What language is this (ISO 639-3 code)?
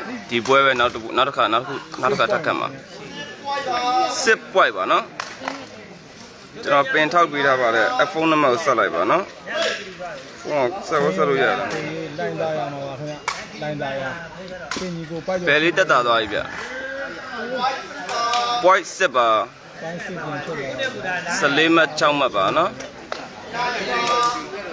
mya